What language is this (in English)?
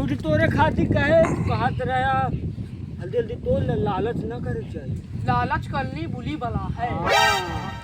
Awadhi